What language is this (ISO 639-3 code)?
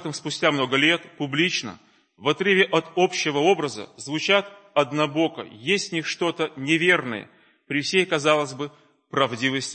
rus